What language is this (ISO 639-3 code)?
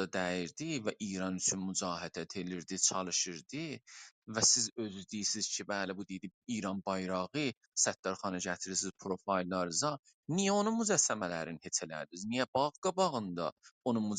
azb